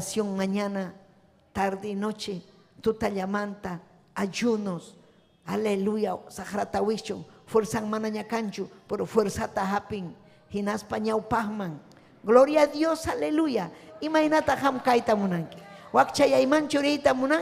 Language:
Ayacucho Quechua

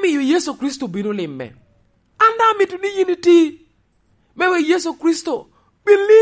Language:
Lango (Uganda)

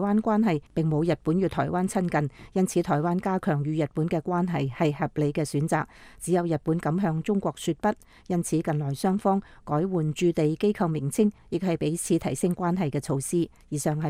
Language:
Cantonese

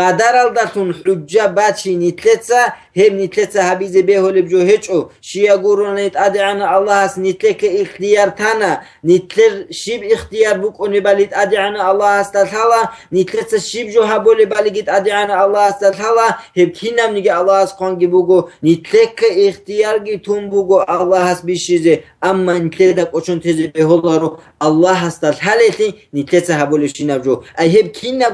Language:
Avaric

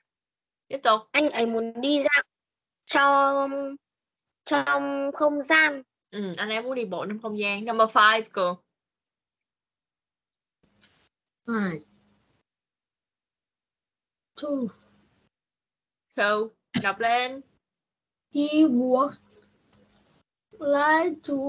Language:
Vietnamese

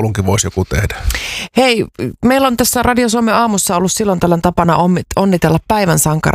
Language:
Finnish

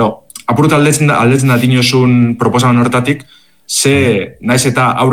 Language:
Basque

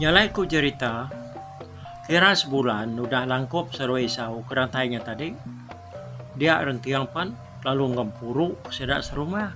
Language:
Iban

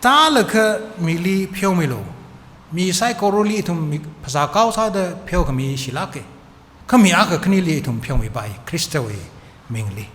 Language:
Tangkhul Naga (India)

